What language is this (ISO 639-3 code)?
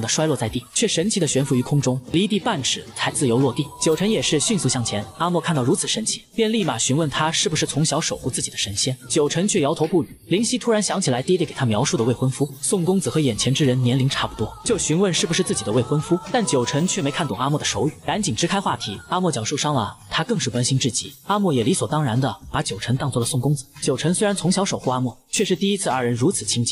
zho